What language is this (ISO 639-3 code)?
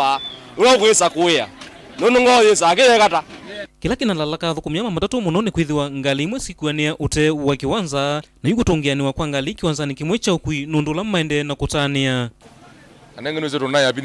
kam